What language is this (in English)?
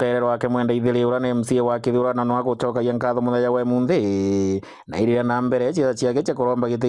Meru